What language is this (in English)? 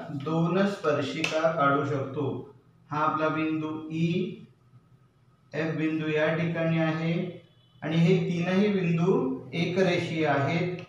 Marathi